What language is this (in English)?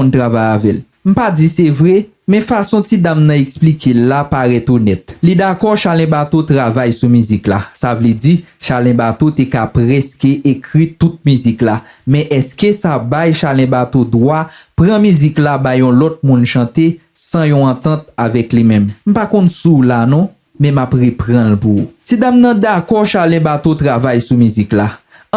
Haitian Creole